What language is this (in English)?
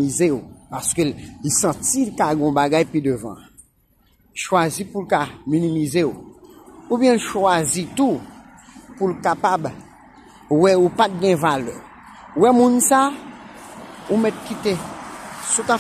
Haitian Creole